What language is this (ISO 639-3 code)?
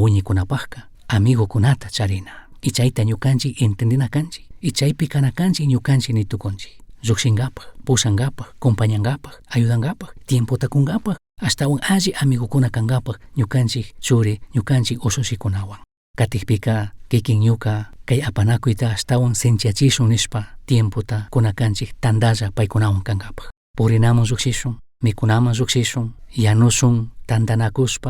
qug